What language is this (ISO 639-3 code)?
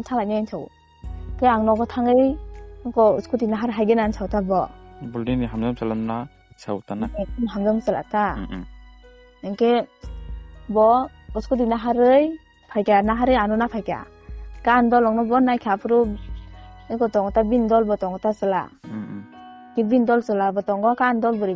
trp